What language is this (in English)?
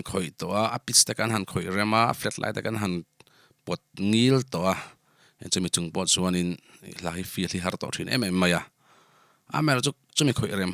Mizo